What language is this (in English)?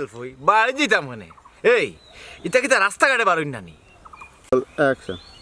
Sylheti